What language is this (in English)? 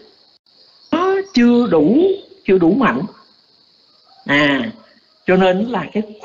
Vietnamese